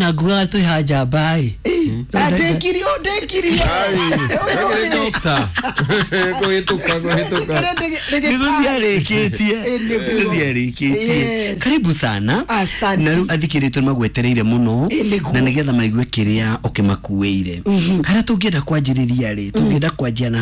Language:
Kikuyu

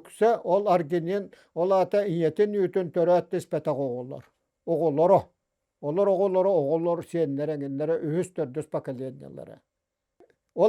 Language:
Yakut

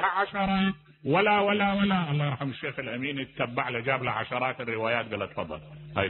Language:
Mesopotamian Arabic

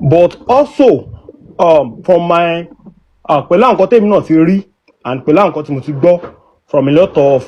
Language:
Yoruba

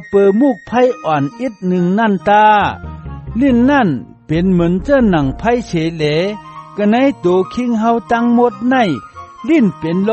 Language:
Shan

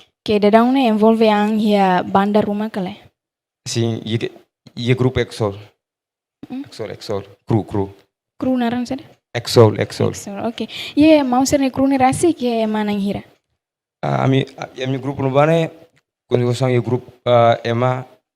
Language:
Tetum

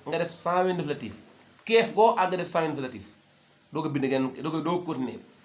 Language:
Wolof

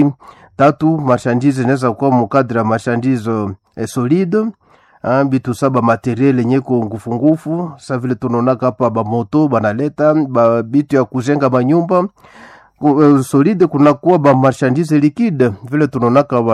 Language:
Swahili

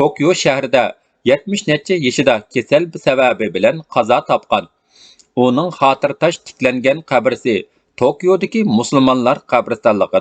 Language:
Uyghur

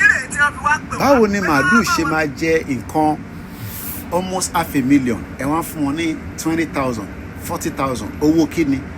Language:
Yoruba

